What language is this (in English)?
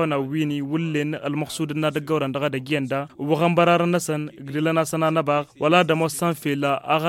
Tamasheq